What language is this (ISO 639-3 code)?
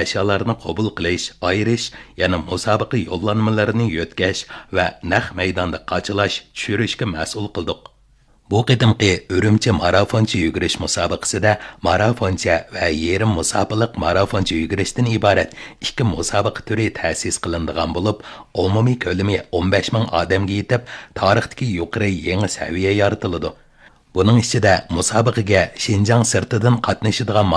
uig